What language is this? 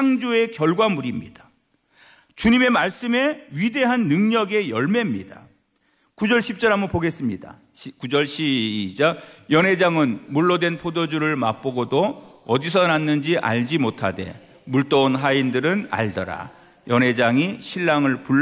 Korean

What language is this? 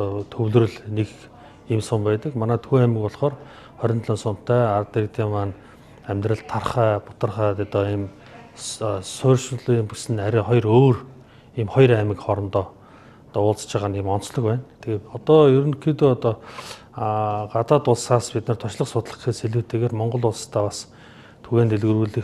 Mongolian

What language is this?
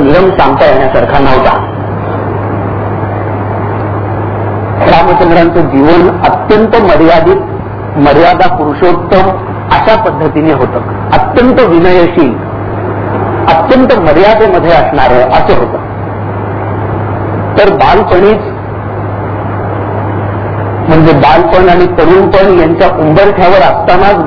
Marathi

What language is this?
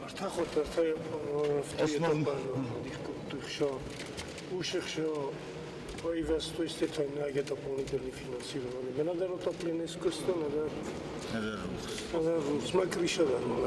Ossetic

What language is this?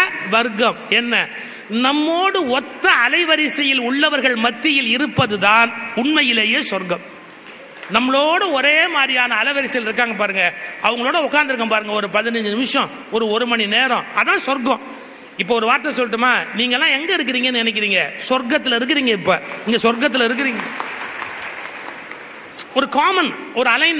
Tamil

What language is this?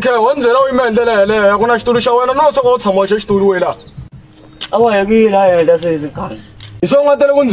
Tsonga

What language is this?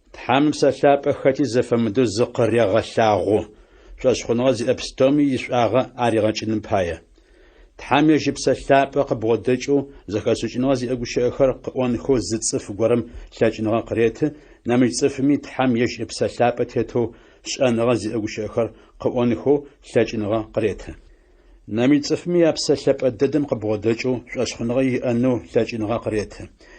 Adyghe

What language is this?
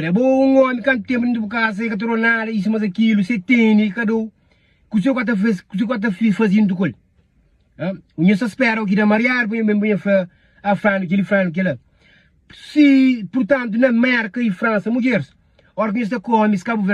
Kabuverdianu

